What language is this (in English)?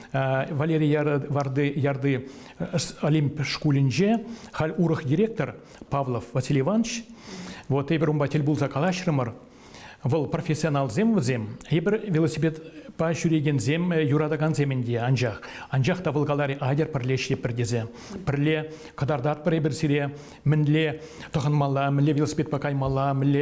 Chuvash